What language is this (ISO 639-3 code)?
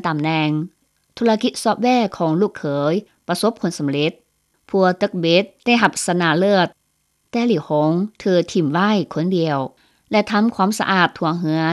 lao